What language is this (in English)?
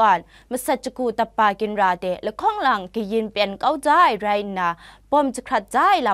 Kachin